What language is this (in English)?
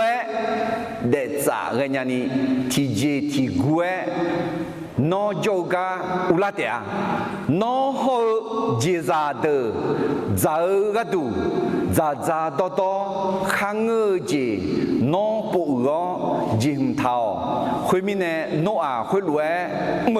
Akha